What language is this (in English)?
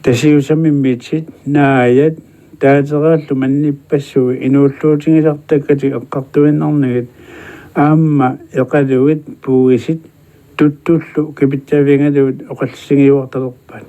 Kalaallisut